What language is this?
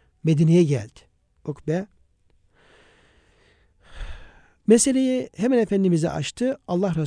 Turkish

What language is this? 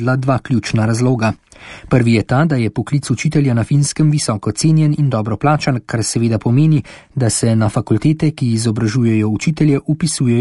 Slovenian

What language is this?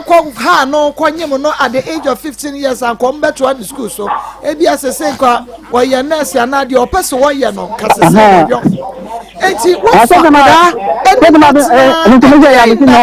Akan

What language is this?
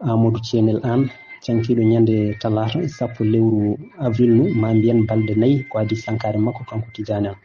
Fula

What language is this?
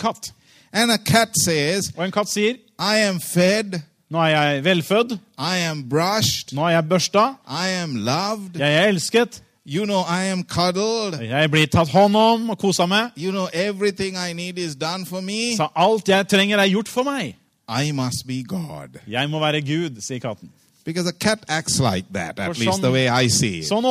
Norwegian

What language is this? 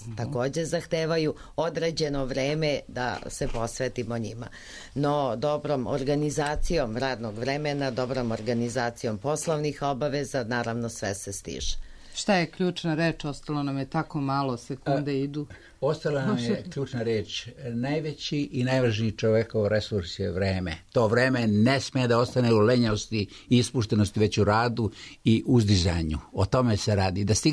Serbian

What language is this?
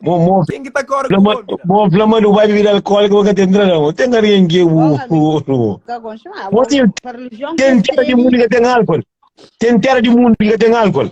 Kabuverdianu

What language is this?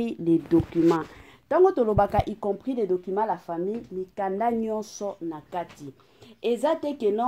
Lingala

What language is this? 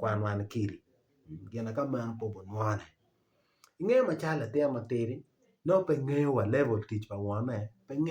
Acoli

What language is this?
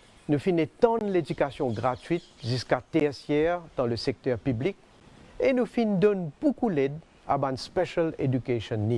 Morisyen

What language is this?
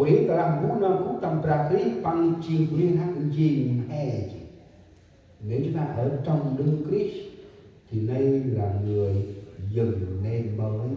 Central Mnong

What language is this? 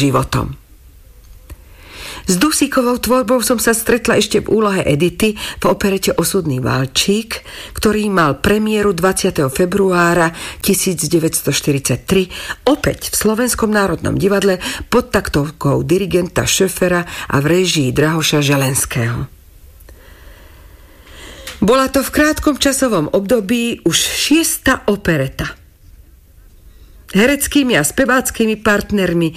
Slovak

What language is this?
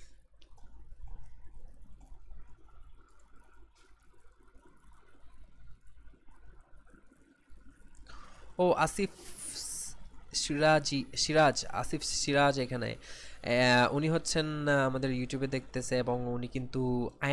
Bangla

